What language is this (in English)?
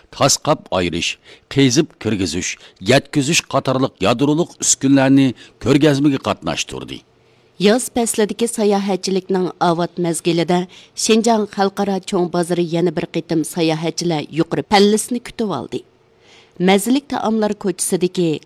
Uyghur